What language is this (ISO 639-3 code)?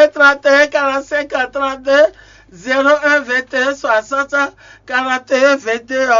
fon